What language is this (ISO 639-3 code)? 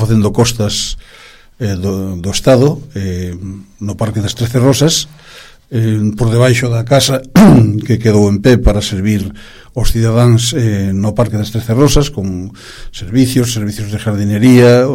glg